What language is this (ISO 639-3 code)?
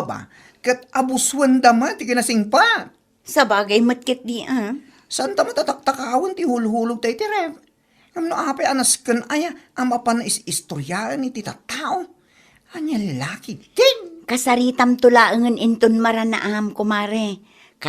ilo